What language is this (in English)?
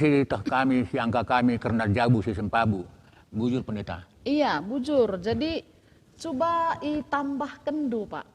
Batak Karo